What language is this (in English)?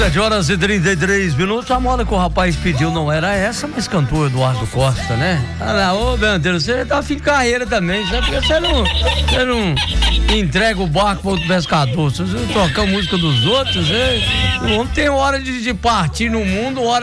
Portuguese